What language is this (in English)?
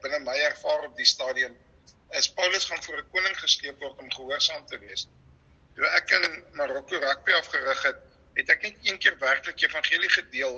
Afrikaans